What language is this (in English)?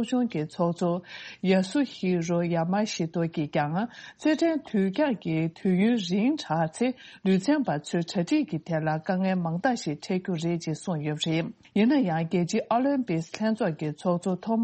Tibetan